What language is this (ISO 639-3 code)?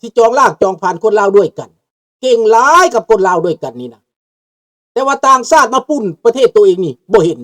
lao